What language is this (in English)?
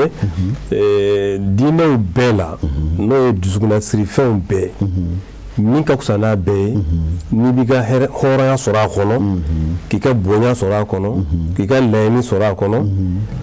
Bambara